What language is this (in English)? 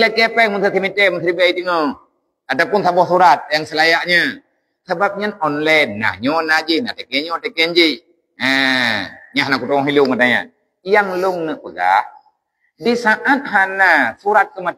Achinese